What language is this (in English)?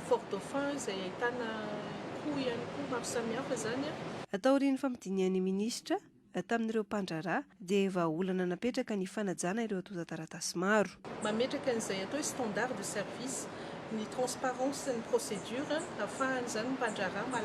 Malagasy